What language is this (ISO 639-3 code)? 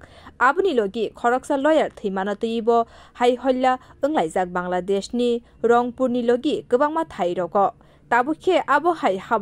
trp